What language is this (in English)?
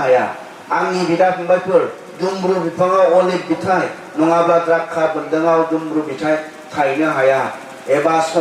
Bodo